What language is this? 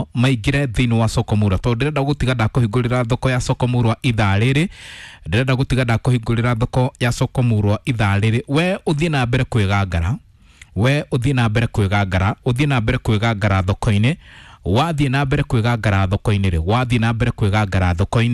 Kikuyu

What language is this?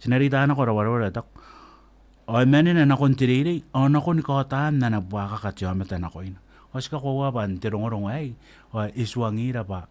Gilbertese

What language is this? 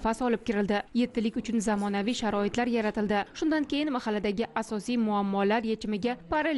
Uzbek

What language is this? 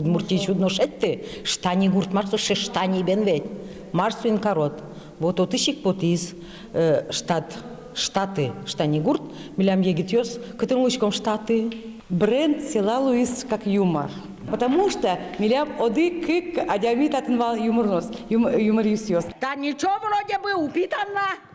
Udmurt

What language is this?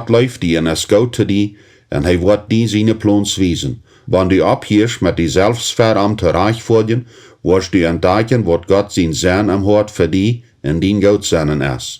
Plautdietsch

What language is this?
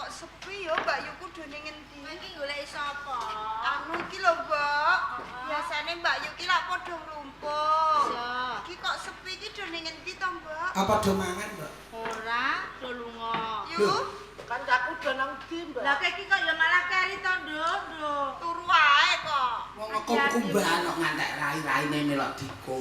Javanese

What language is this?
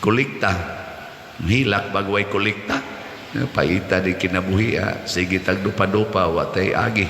Cebuano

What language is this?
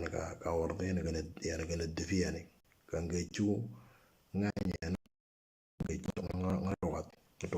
Moro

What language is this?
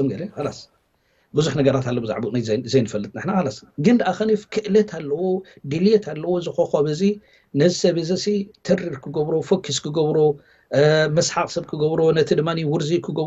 Tigrinya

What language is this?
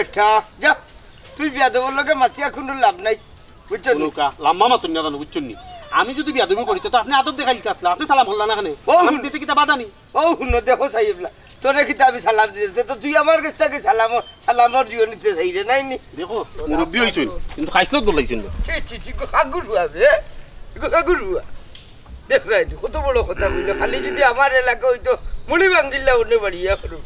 Sylheti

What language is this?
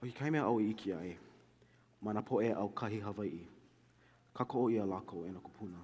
Hawaiian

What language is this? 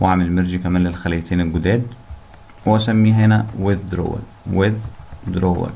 Egyptian Arabic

